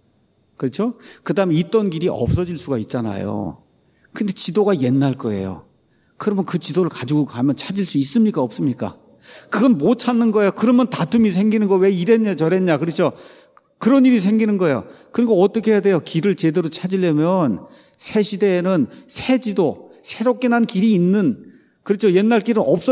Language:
Korean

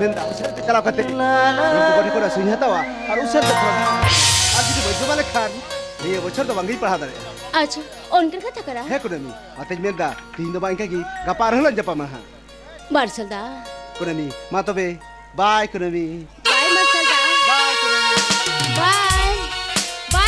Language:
Santali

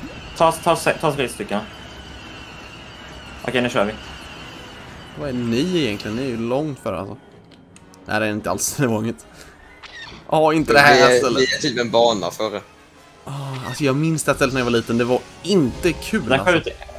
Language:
Swedish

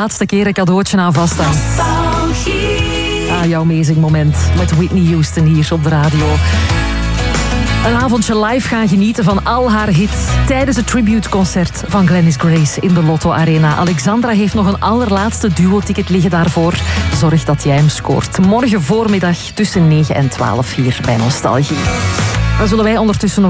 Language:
Dutch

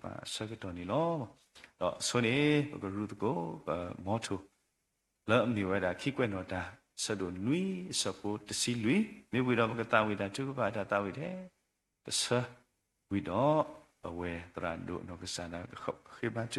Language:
S'gaw Karen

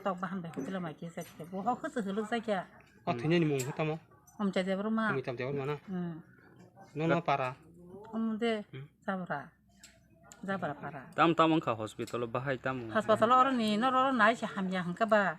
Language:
Kok Borok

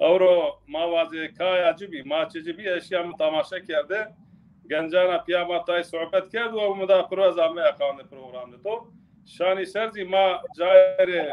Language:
Zaza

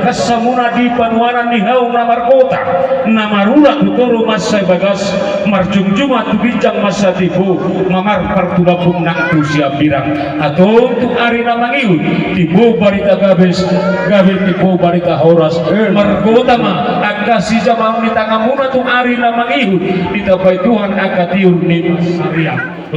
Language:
Batak Toba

